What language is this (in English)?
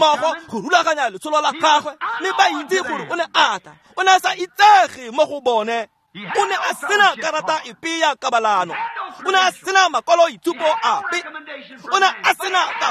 Tswana